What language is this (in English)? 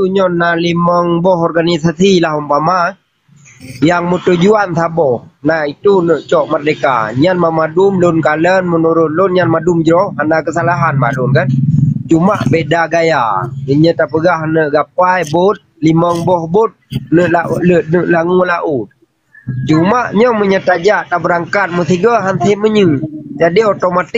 Achinese